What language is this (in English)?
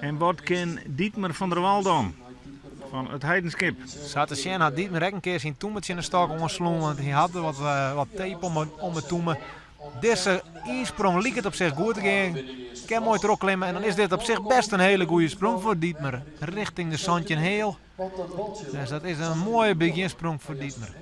Western Frisian